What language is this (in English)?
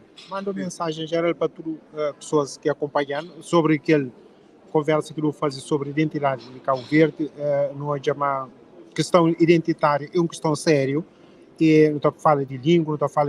Kabuverdianu